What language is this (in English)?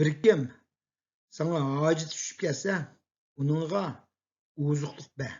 Uyghur